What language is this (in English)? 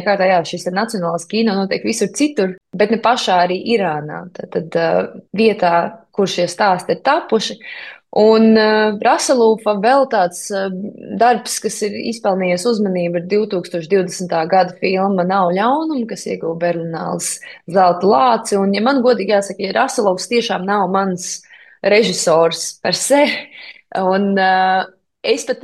Latvian